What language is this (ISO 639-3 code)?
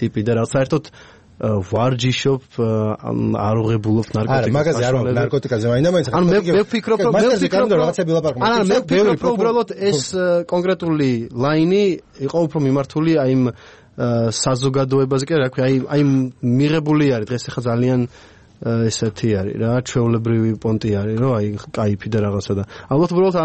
kat